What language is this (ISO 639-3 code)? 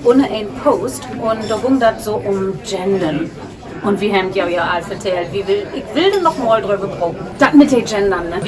nds